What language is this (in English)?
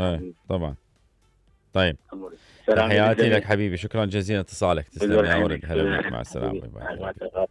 Mesopotamian Arabic